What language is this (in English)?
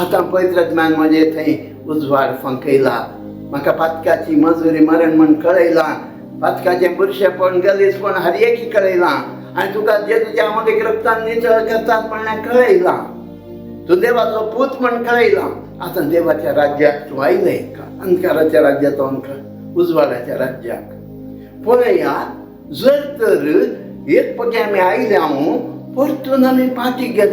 Konkani